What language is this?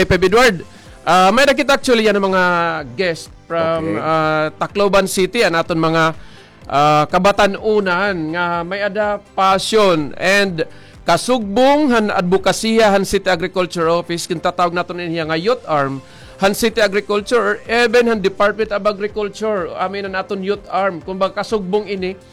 Waray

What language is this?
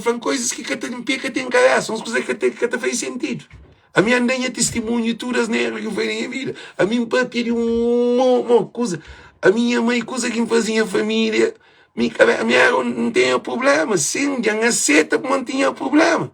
Kabuverdianu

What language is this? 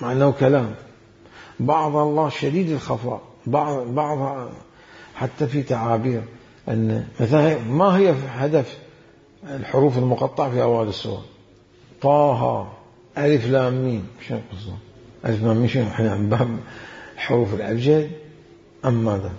Mesopotamian Arabic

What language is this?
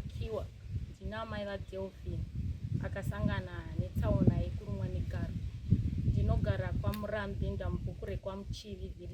Shona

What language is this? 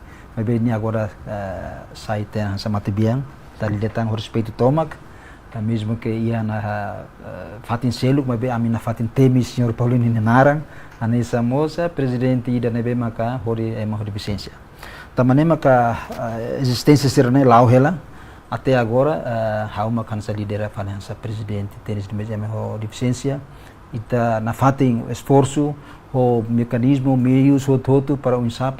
Tetum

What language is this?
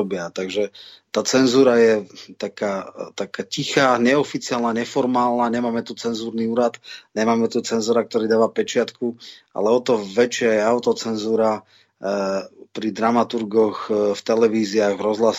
Slovak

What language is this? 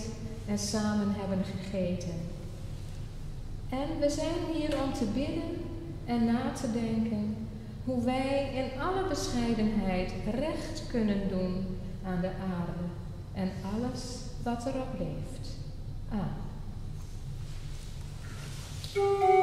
Dutch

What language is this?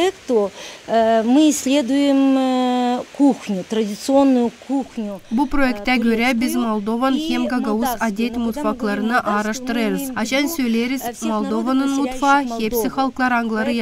Gagauz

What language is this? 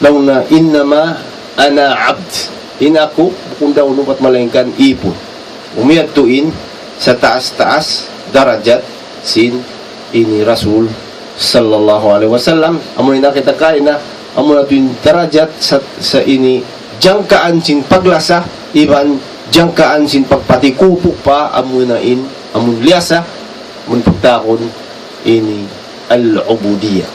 Tausug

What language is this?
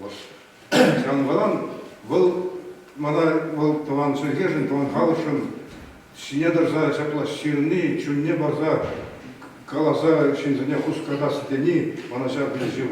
Chuvash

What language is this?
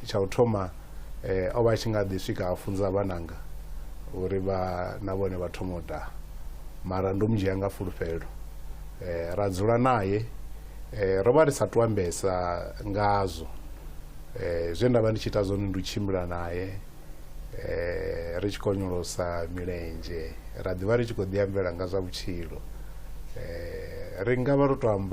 Venda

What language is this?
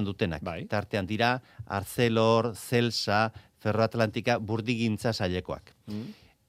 Basque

